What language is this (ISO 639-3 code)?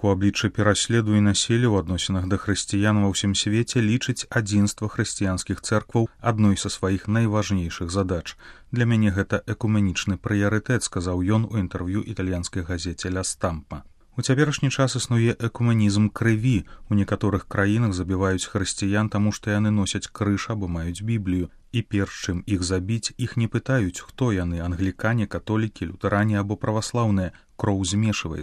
bel